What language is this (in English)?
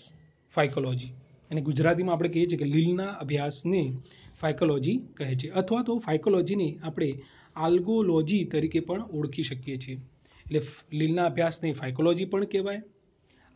Gujarati